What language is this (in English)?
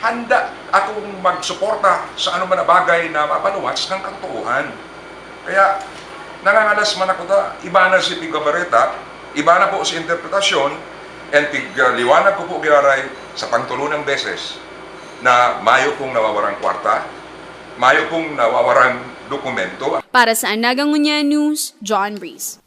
Bikol